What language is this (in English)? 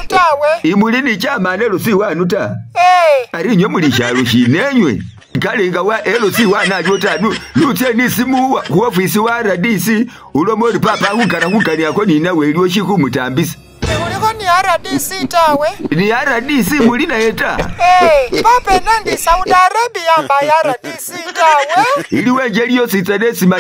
Masaaba